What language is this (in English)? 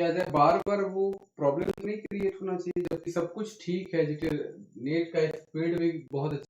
Sadri